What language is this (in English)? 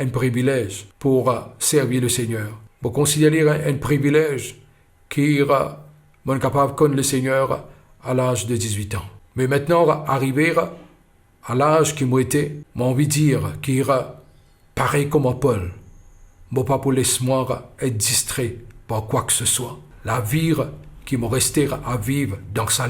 Morisyen